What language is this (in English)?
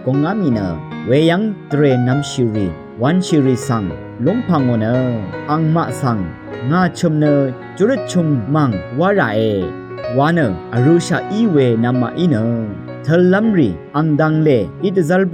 Rawang